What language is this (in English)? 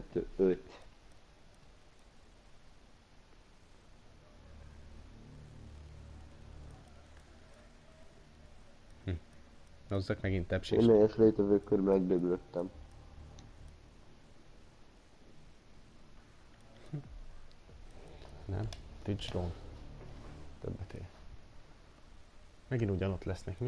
Hungarian